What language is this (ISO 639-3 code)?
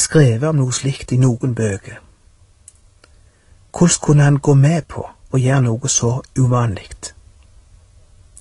nor